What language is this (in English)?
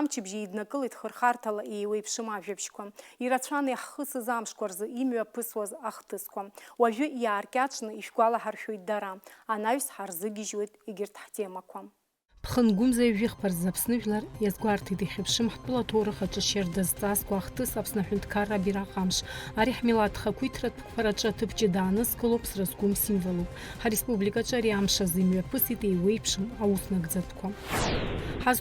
Abkhazian